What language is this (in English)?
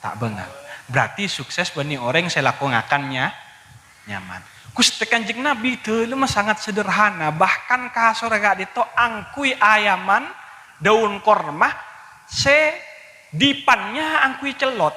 Madurese